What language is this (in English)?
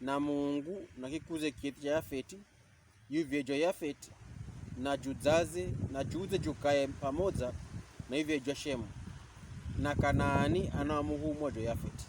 Pokomo